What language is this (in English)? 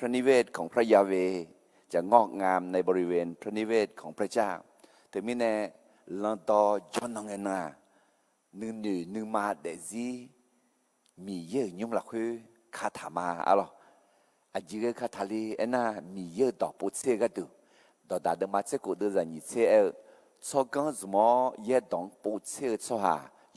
Akha